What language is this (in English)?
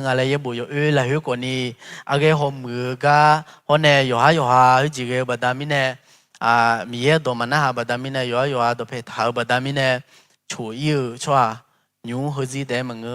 Akha